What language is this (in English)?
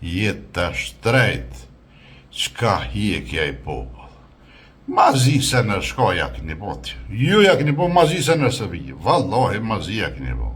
Albanian